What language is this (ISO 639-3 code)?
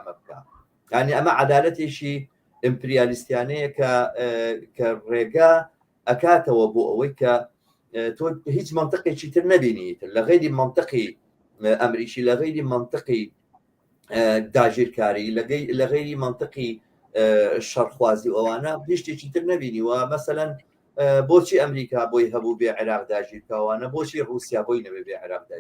ckb